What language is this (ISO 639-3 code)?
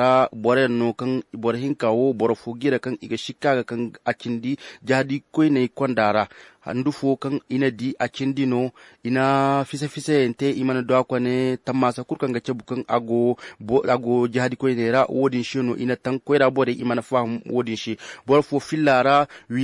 ses